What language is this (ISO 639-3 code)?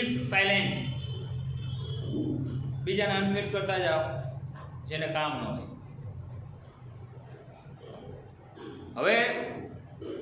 guj